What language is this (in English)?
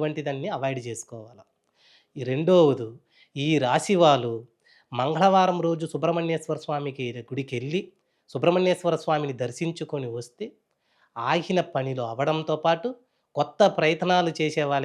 Telugu